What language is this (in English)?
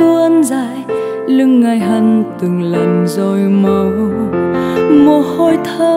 Vietnamese